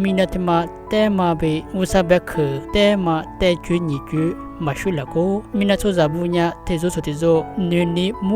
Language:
Lisu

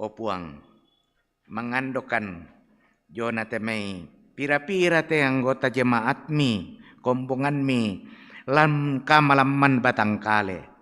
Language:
Toraja-Sa'dan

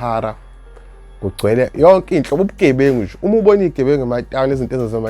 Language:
Zulu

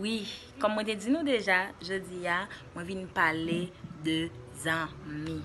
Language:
Haitian Creole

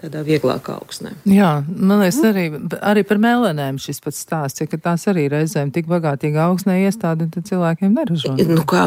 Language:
Latvian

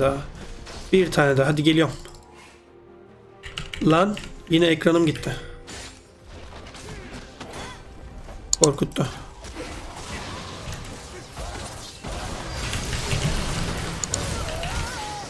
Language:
Turkish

